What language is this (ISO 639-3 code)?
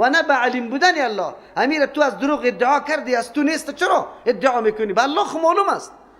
fas